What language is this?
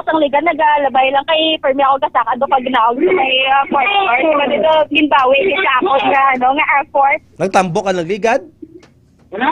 Hiligaynon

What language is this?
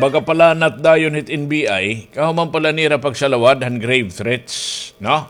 Waray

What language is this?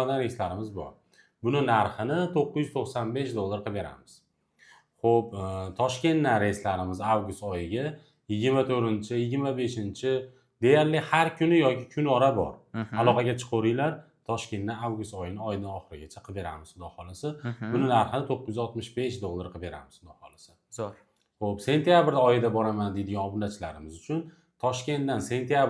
Uzbek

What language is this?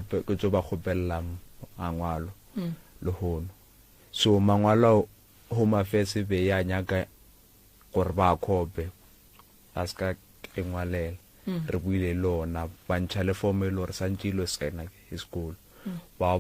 Northern Sotho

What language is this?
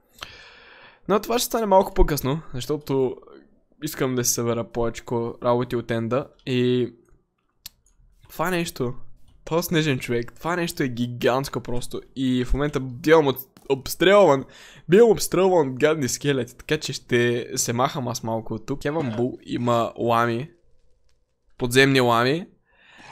Bulgarian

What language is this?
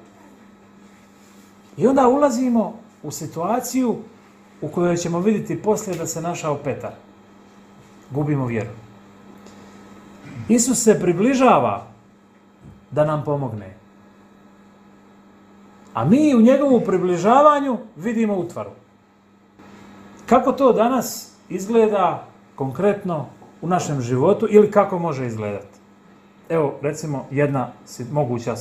Croatian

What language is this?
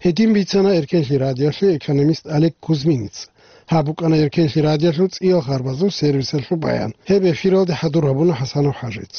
Avaric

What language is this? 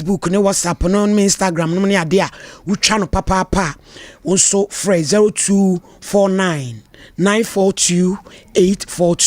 Akan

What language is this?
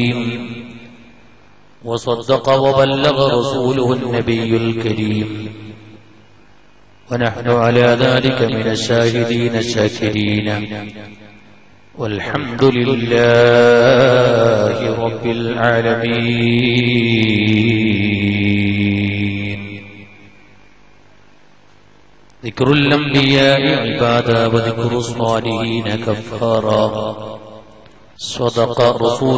Malayalam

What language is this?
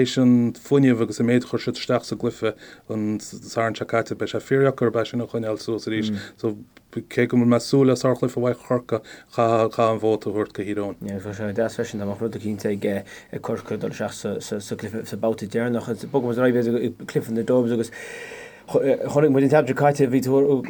Irish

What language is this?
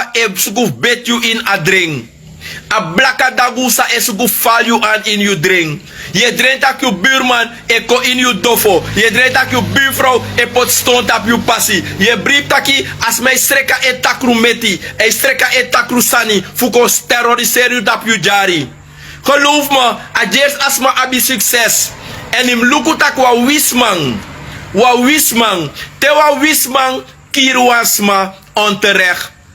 Sranan Tongo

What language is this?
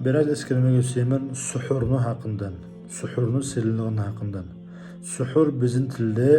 Kumyk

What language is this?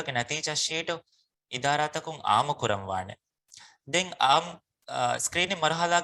Divehi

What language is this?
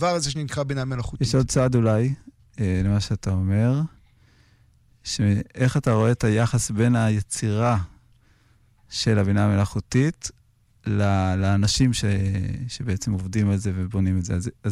Hebrew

